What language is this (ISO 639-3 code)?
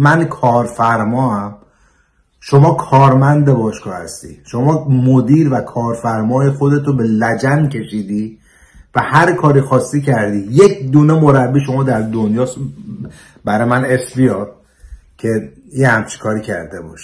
fas